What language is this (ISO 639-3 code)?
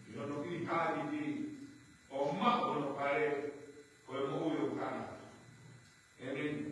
ton